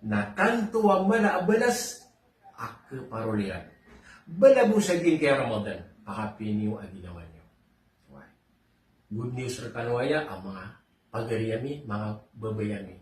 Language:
Maranao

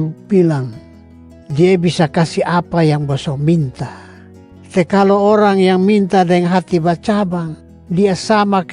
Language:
Kupang Malay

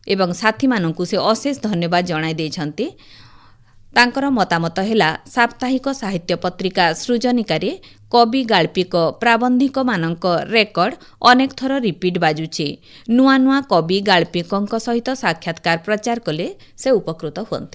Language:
Odia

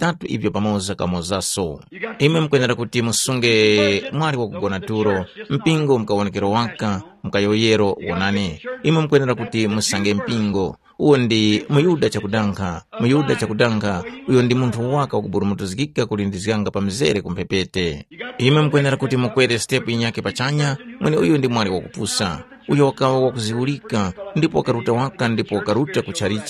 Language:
Tumbuka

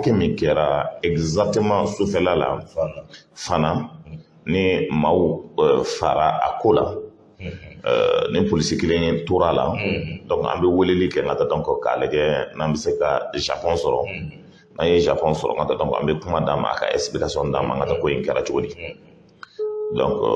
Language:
Bambara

